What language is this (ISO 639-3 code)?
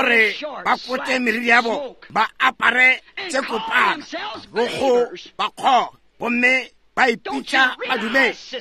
nso